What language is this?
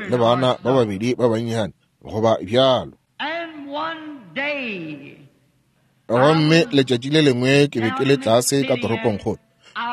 Northern Sotho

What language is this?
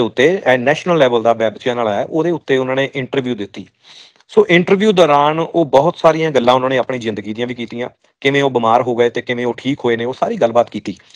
Punjabi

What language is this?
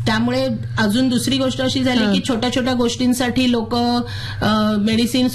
Marathi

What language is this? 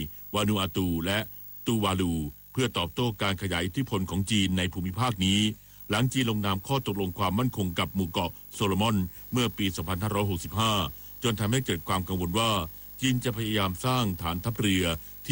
Thai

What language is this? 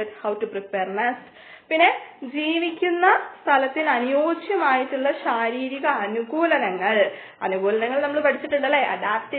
Malayalam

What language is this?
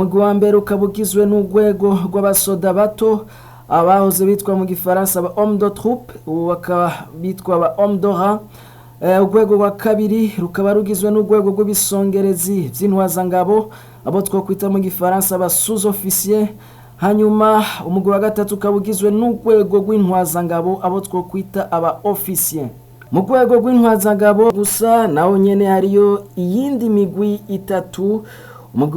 Rundi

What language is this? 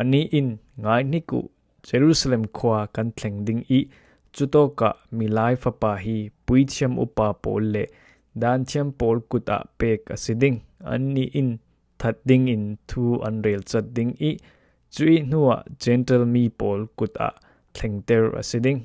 Falam Chin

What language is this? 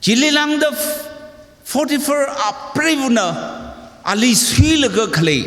Tangkhul Naga (India)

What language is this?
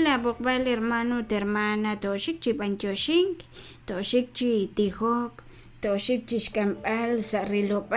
Kekchí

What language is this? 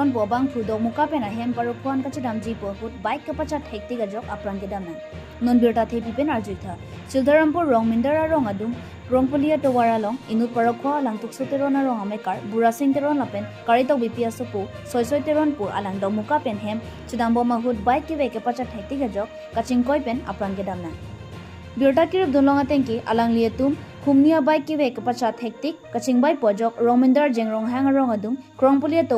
Karbi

